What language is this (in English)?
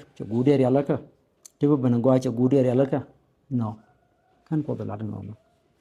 Nuer